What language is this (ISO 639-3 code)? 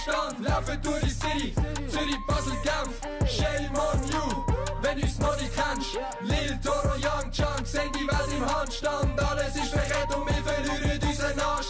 gsw